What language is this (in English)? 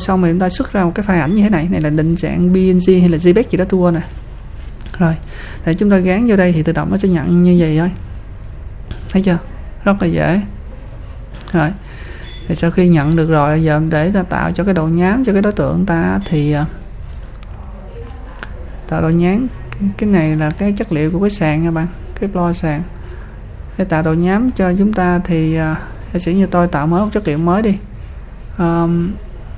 Vietnamese